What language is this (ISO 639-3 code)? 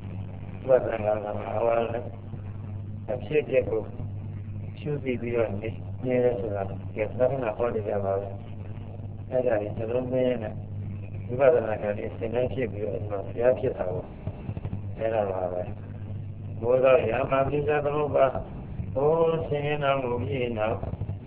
mya